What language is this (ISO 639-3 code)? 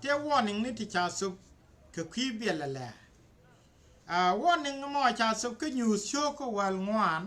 nus